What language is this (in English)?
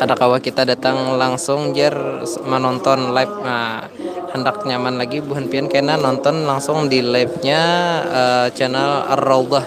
Banjar